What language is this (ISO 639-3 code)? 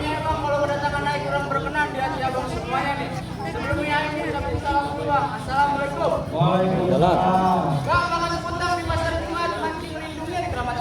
bew